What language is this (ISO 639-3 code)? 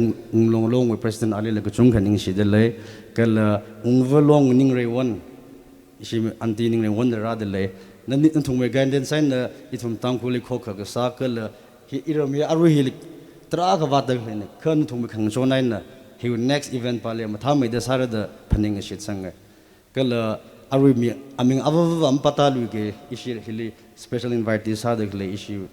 nmf